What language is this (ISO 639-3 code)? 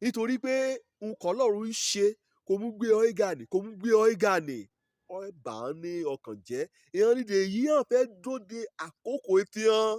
yor